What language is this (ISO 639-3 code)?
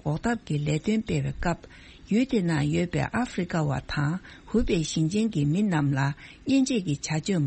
bod